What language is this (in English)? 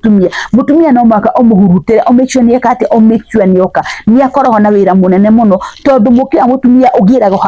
Kikuyu